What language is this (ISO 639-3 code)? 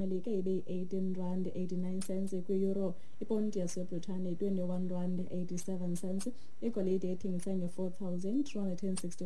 xho